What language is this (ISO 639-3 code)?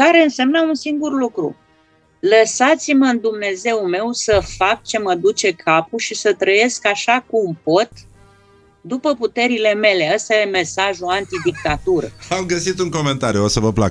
ron